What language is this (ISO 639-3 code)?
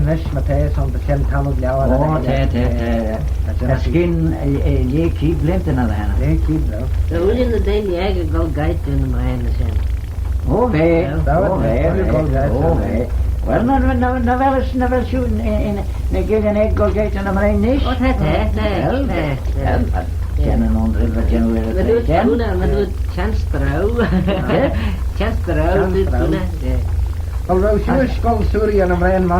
glv